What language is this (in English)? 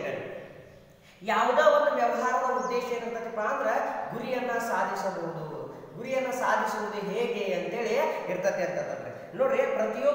Kannada